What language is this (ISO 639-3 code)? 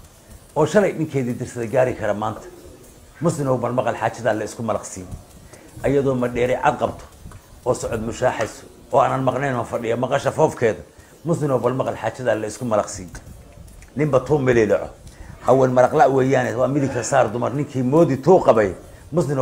som